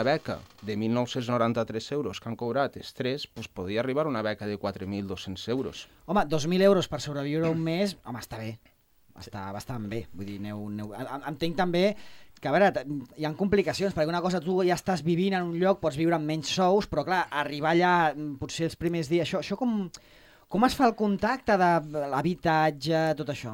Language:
Catalan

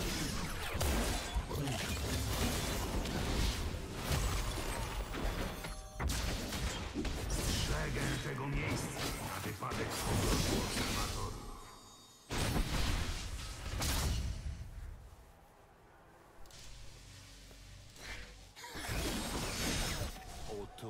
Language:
Polish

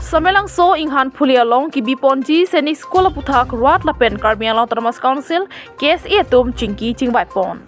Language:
Karbi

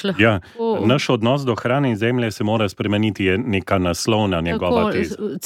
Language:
Slovenian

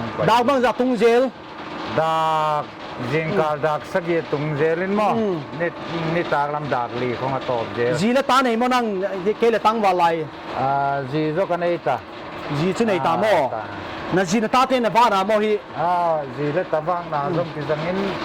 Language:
Paite Chin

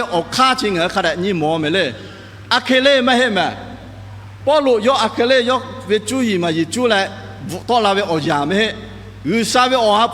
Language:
Lahu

